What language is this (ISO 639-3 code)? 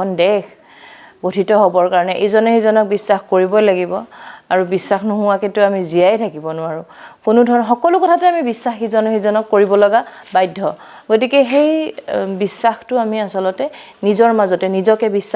asm